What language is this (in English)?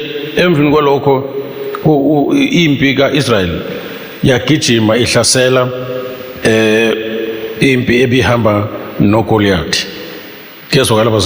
Zulu